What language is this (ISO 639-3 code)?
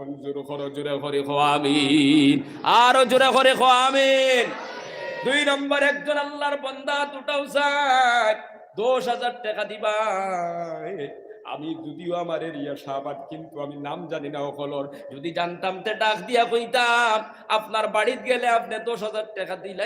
syl